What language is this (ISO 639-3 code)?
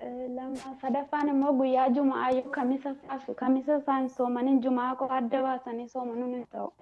orm